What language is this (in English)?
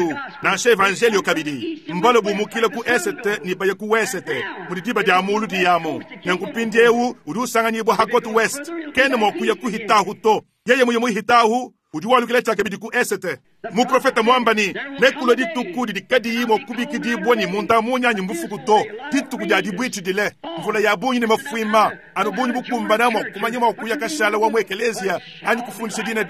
Luba-Lulua